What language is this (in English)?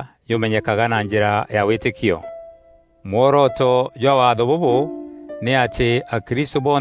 Meru